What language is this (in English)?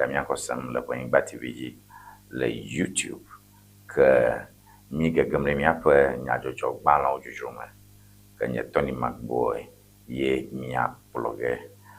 Ewe